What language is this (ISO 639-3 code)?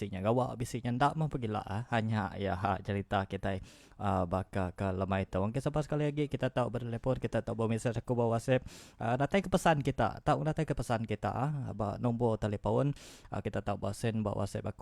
iba